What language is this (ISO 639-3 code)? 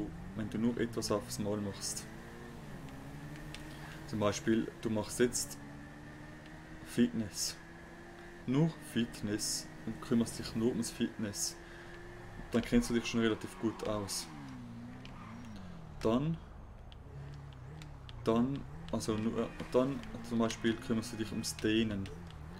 deu